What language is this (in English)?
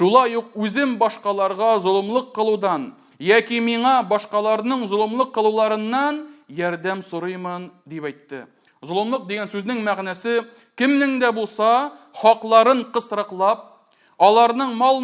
Tatar